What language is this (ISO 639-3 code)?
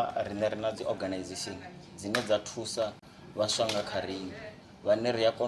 ven